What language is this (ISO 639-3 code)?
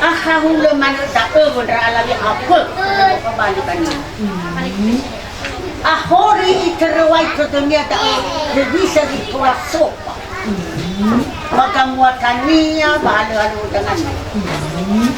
nia